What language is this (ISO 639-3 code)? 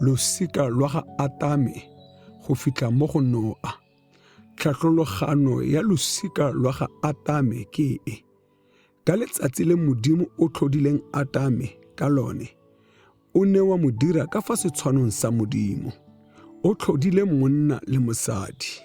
tsn